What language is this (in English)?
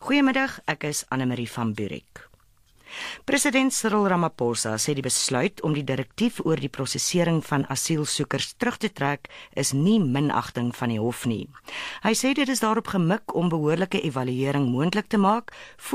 Afrikaans